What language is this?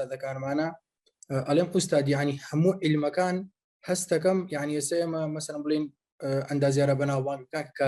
Central Kurdish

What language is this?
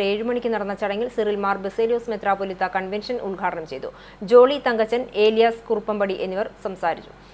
Malayalam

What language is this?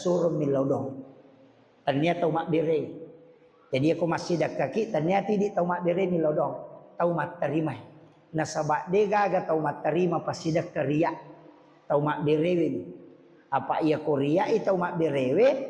Buginese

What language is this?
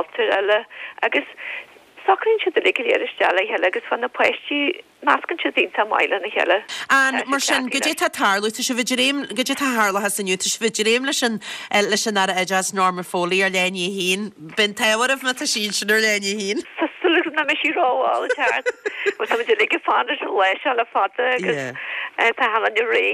Irish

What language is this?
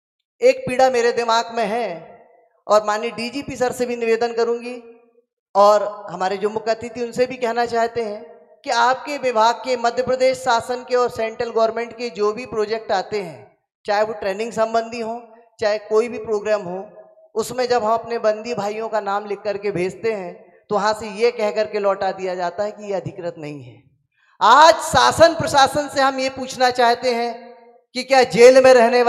Hindi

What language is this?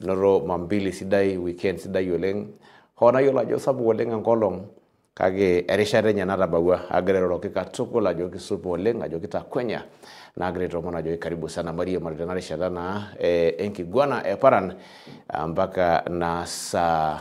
Masai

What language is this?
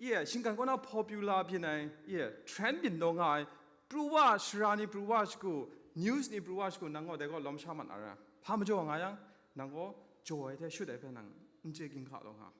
Kachin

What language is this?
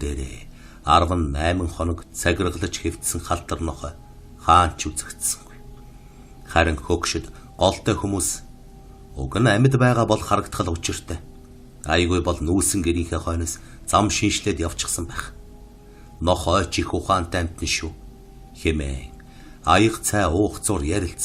Mongolian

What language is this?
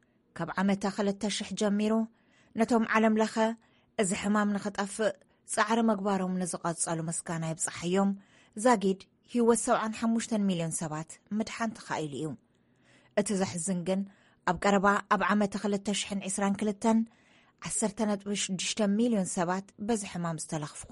Tigrinya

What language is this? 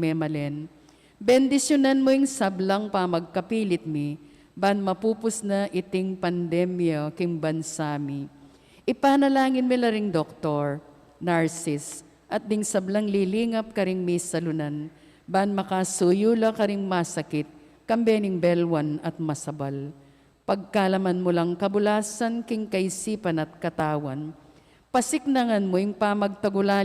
Pampanga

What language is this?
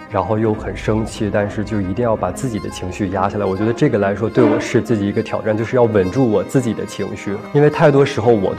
Chinese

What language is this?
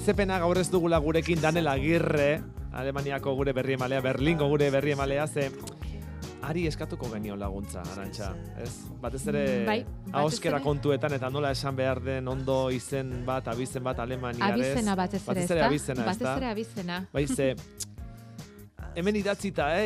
Basque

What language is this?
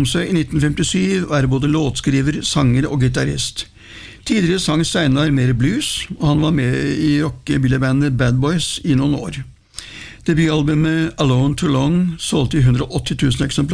Norwegian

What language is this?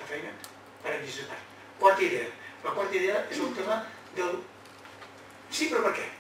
Catalan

